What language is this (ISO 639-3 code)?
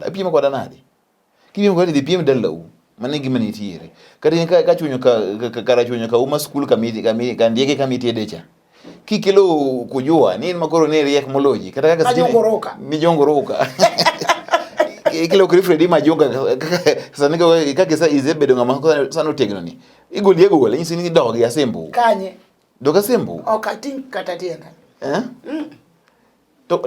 luo